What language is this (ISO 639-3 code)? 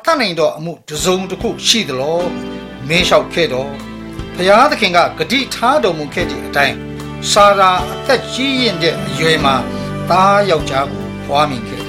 mya